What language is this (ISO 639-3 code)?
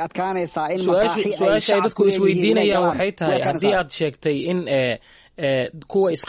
som